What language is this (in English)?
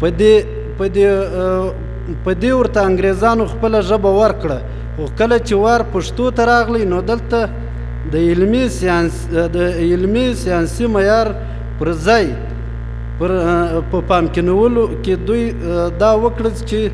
Pashto